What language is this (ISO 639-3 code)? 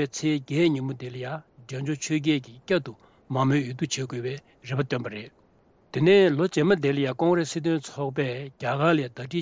bod